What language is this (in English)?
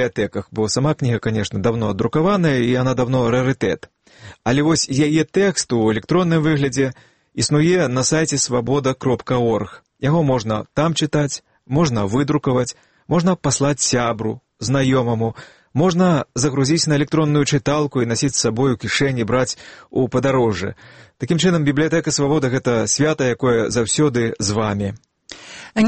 Belarusian